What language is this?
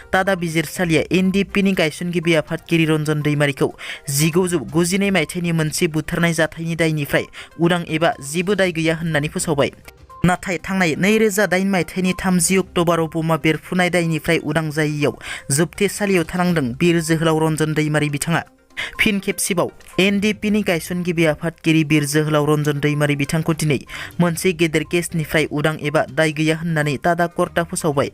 Bodo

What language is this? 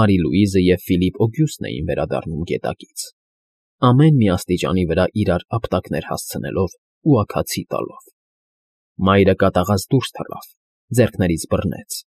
Armenian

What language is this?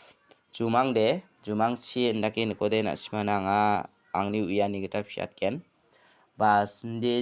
Garo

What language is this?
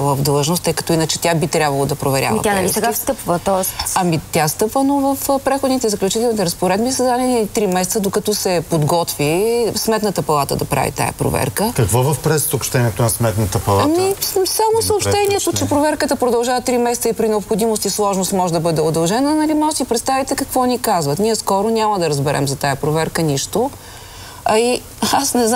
Bulgarian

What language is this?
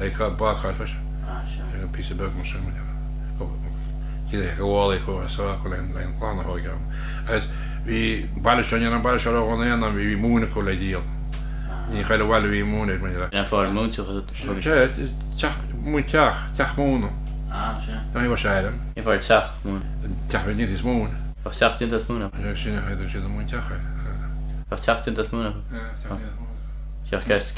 Irish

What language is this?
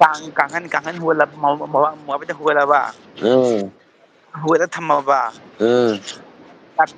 Manipuri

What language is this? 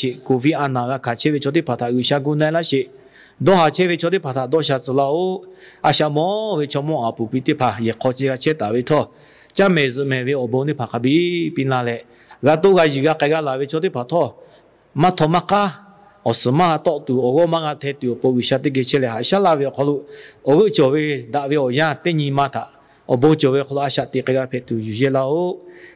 Lahu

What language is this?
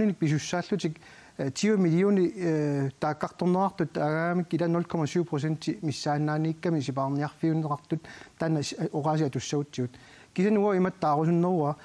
Kalaallisut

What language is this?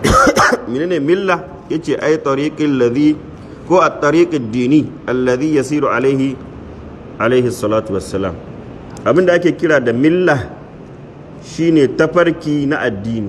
Hausa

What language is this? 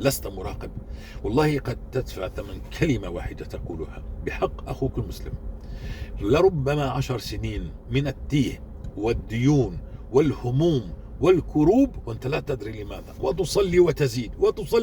North Levantine Arabic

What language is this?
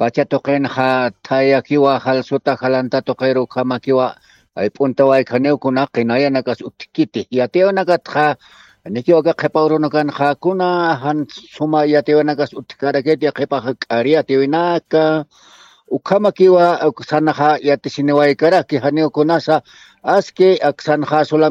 Aymara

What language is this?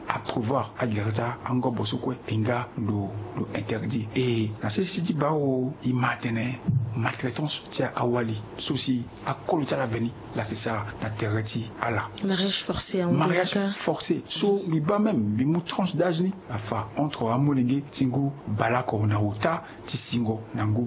Sango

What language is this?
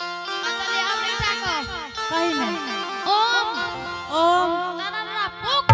Angika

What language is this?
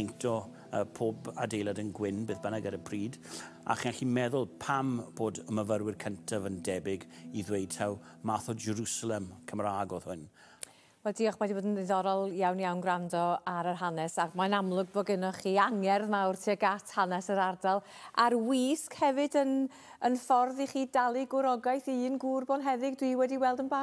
Welsh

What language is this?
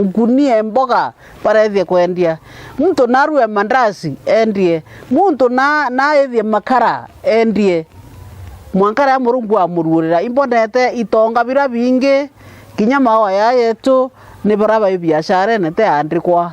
Meru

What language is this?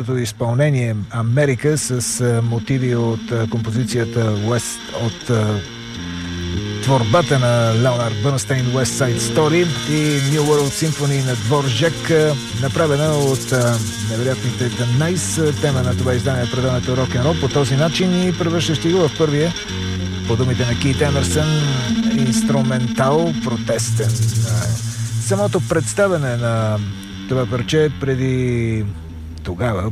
Bulgarian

